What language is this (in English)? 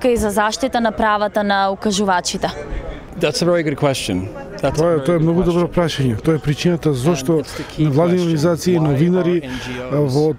Macedonian